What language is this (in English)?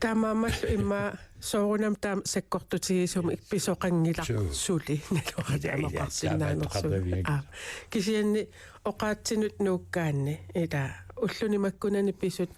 Kalaallisut